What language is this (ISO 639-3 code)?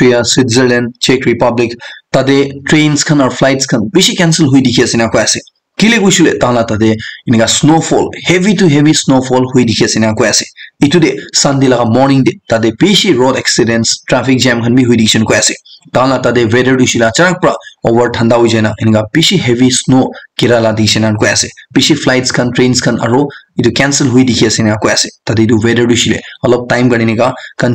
nag